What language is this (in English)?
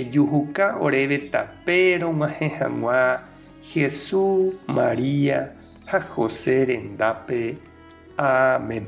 Guarani